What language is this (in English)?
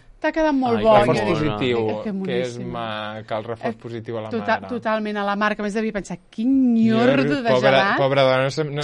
Catalan